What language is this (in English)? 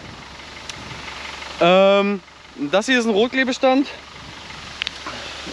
German